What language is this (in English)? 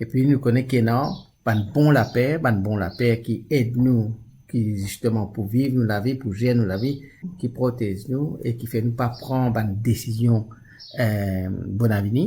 Morisyen